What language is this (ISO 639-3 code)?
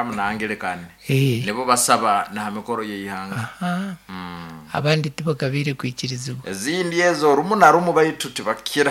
nyn